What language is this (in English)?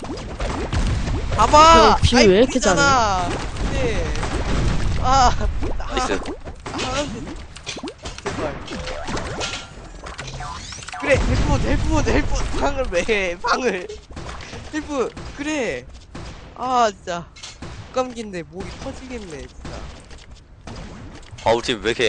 Korean